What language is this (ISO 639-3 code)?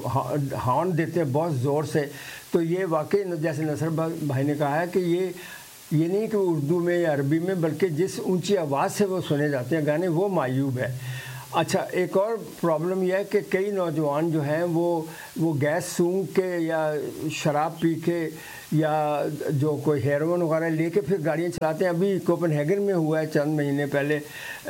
urd